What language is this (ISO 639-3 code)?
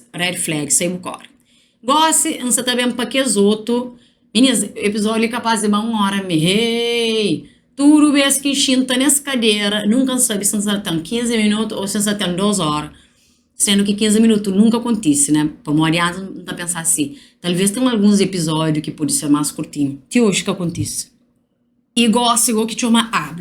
kea